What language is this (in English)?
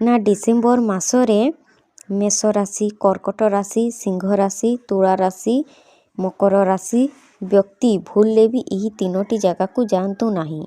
Odia